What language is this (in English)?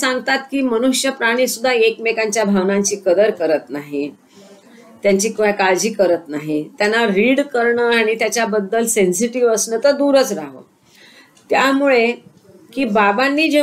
Marathi